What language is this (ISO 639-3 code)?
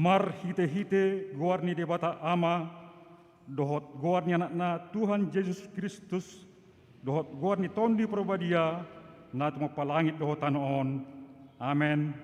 bbc